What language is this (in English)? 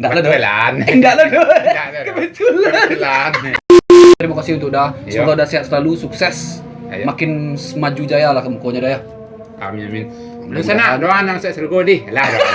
Minangkabau